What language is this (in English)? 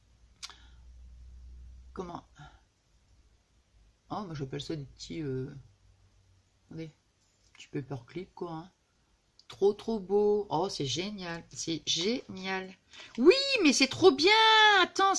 French